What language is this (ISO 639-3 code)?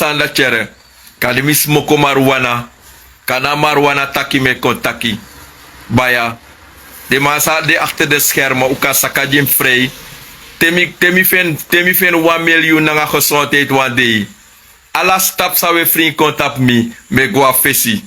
srn